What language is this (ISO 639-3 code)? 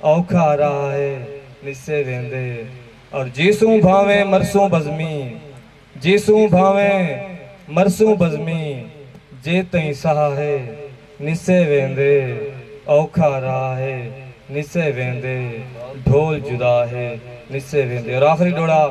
skr